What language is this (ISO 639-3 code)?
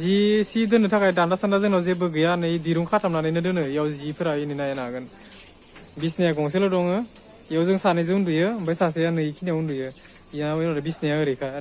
brx